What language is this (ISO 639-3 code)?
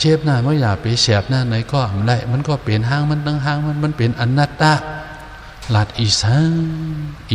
shn